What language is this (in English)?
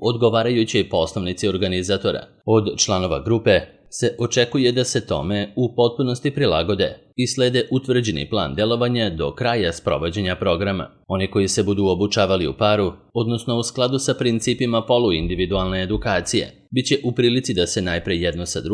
Serbian